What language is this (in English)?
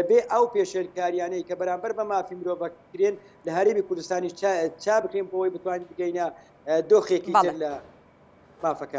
Central Kurdish